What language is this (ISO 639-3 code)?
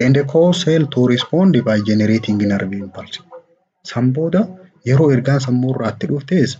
orm